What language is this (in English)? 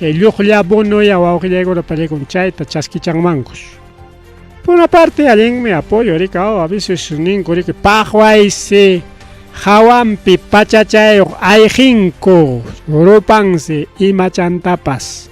Ayacucho Quechua